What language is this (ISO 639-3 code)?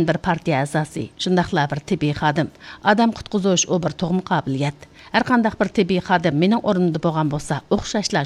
uig